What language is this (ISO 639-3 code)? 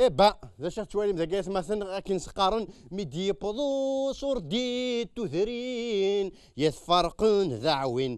kab